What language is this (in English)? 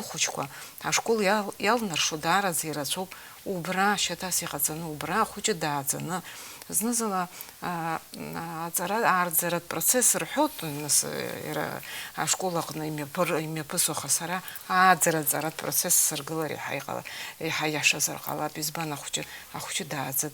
Abkhazian